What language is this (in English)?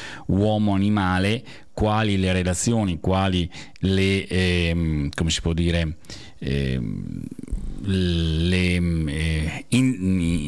Italian